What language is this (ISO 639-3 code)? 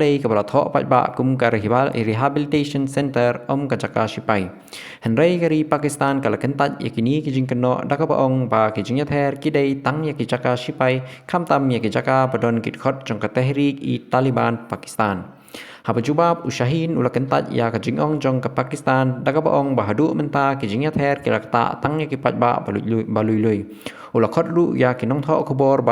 kha